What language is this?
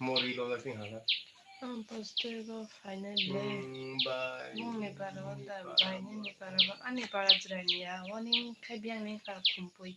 Kok Borok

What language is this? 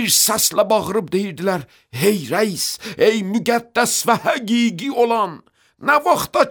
Azerbaijani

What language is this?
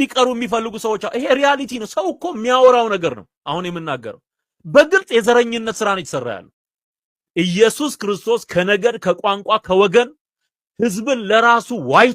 Amharic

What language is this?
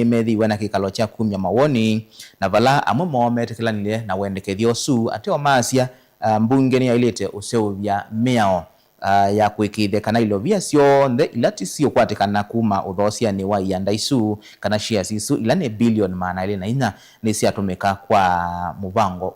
Kamba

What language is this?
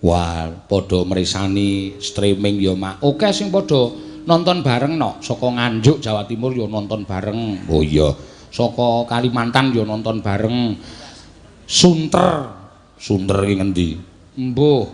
Javanese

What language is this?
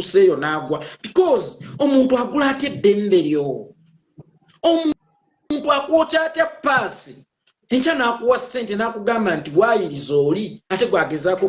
Ganda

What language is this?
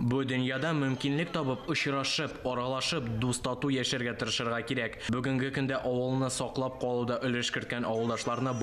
Tatar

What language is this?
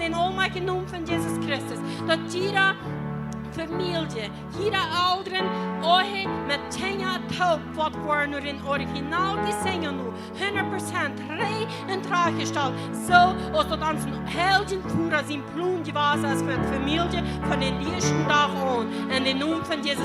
Plautdietsch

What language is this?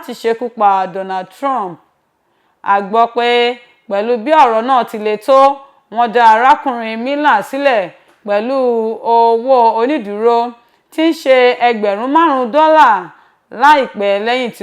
Yoruba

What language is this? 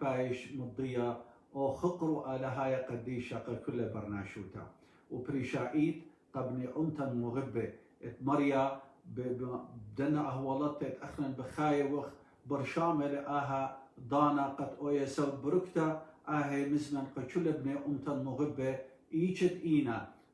Assyrian Neo-Aramaic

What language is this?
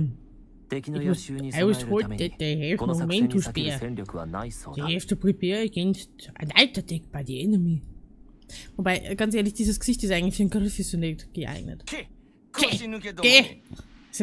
Bavarian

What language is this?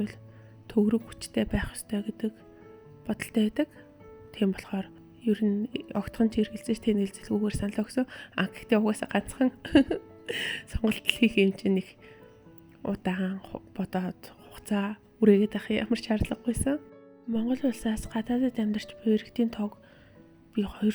Mongolian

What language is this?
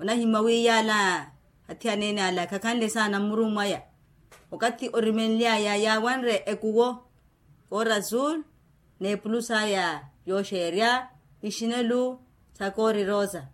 Makhuwa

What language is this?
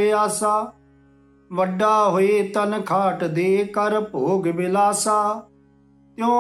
Punjabi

